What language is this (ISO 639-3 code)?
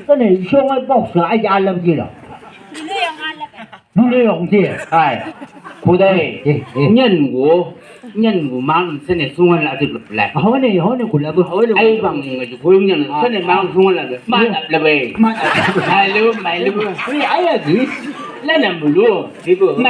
nbc